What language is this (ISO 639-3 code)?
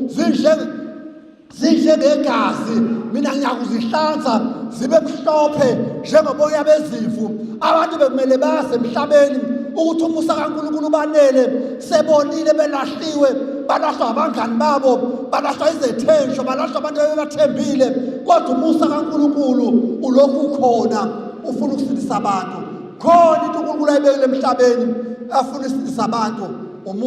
zul